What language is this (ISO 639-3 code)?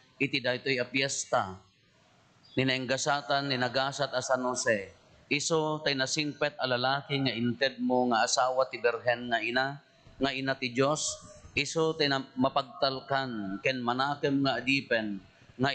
ilo